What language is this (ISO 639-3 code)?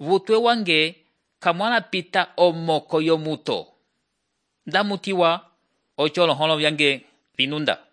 umb